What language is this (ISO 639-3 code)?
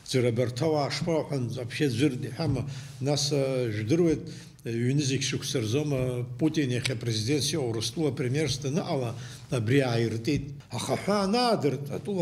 abk